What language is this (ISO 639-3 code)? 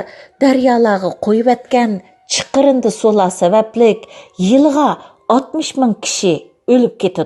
uig